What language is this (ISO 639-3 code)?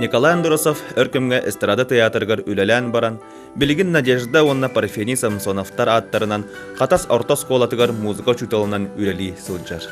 sah